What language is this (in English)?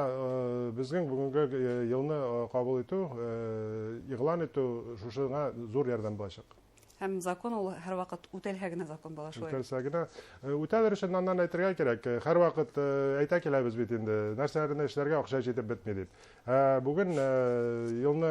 Bashkir